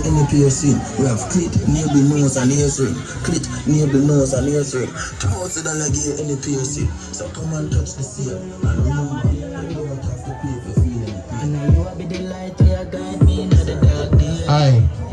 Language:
Jamaican Creole English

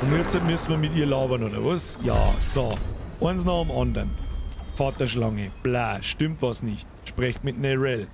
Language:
Bavarian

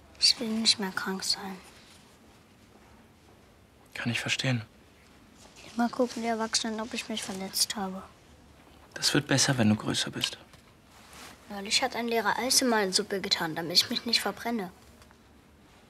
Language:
German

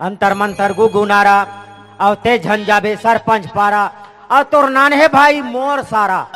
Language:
Chhattisgarhi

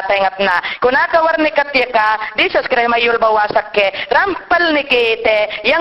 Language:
Mayangna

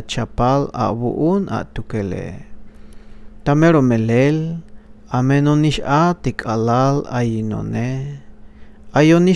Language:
Tzeltal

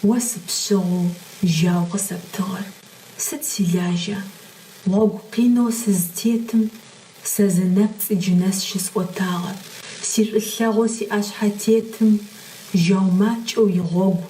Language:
Adyghe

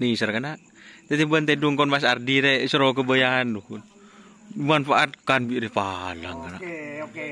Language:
Madurese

